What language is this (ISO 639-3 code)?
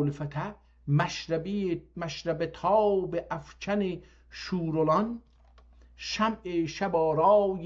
azb